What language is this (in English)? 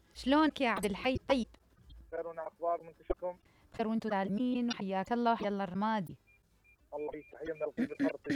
Mesopotamian Arabic